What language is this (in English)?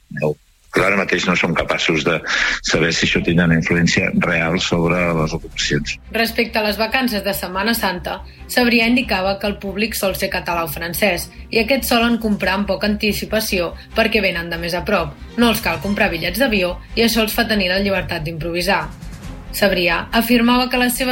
Catalan